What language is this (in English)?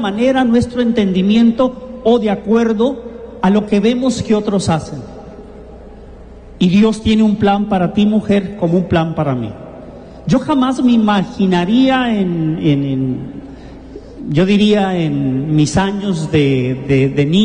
Spanish